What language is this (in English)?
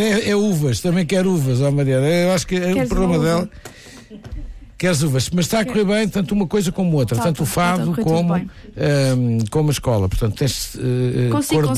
Portuguese